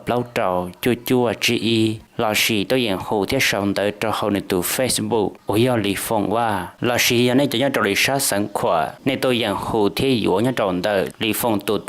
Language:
Hmong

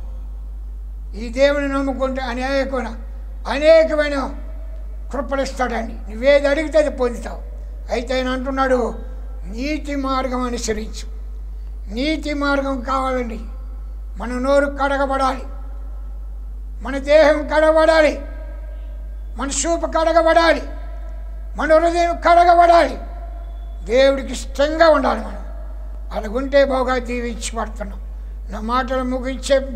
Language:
Telugu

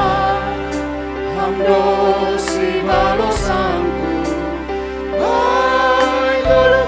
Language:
Batak Simalungun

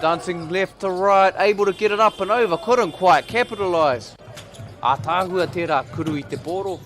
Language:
Māori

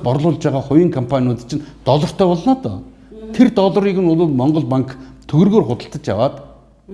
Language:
Mongolian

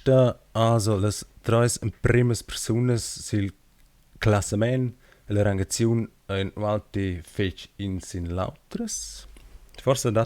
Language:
Romansh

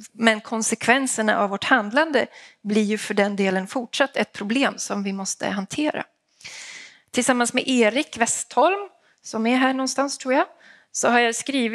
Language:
Swedish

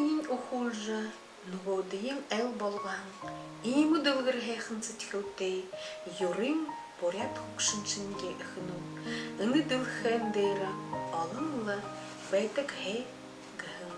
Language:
Buriat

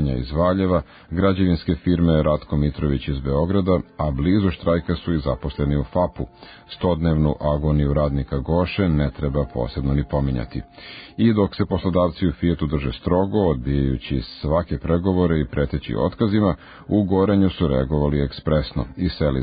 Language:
Serbian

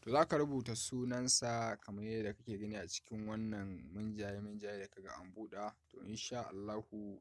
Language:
Hausa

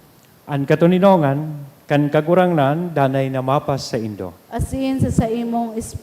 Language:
Bikol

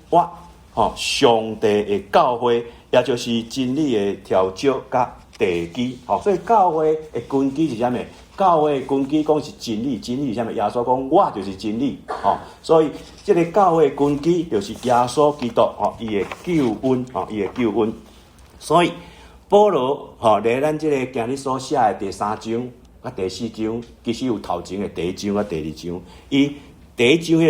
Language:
Min Nan Chinese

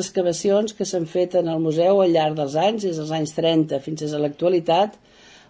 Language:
Catalan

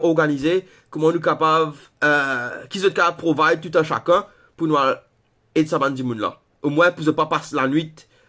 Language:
Morisyen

